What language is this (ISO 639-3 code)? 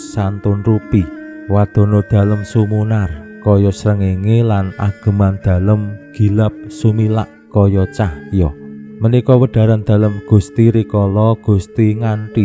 jav